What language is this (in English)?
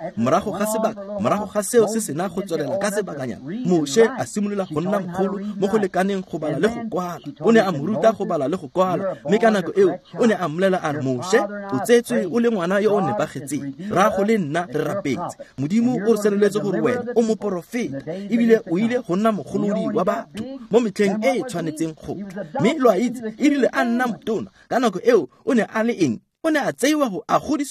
Tswana